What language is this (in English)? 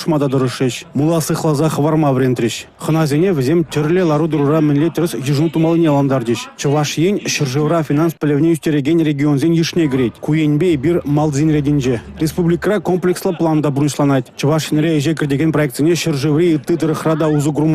Chuvash